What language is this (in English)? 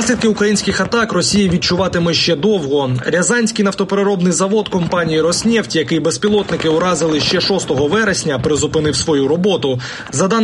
Ukrainian